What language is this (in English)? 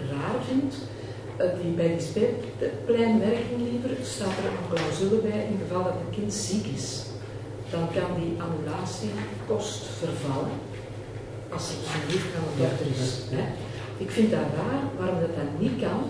Dutch